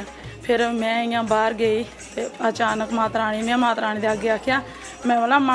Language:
Dogri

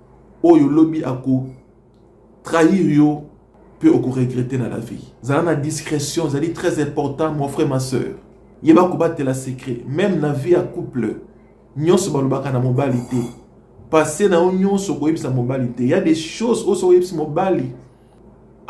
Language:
Lingala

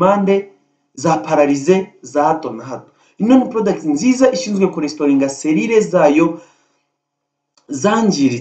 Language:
Kinyarwanda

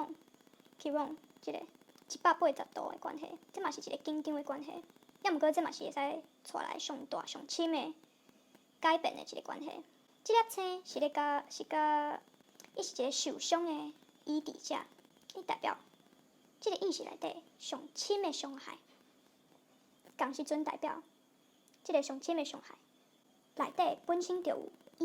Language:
Min Nan Chinese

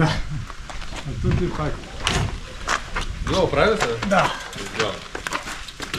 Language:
Bulgarian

